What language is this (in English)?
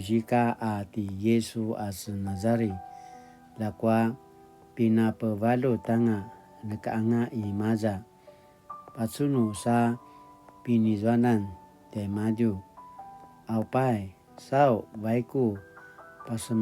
Paiwan